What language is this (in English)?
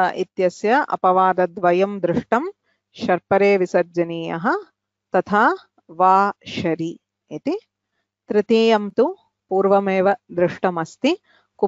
Sanskrit